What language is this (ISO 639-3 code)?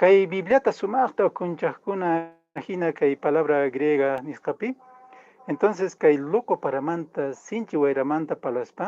que